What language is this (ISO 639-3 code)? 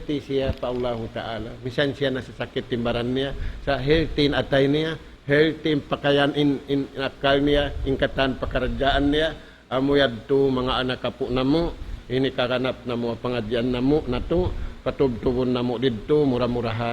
tsg